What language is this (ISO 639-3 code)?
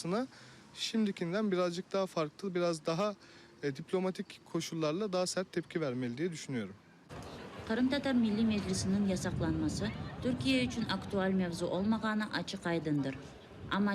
crh